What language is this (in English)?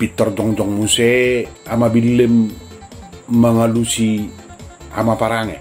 Batak Toba